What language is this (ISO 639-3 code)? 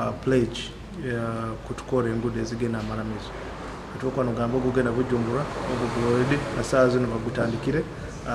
nyo